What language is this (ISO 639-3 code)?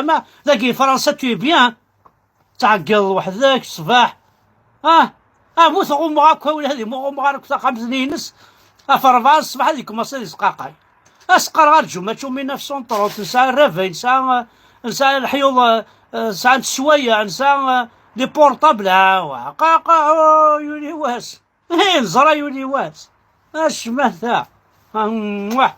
kab